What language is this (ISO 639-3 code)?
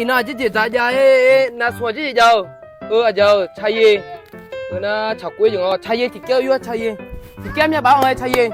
ahk